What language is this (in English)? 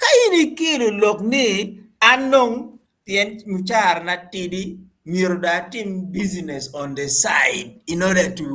Acoli